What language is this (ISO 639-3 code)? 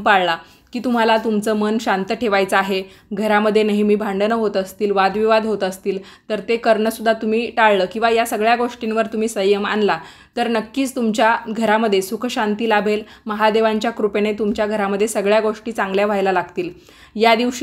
mar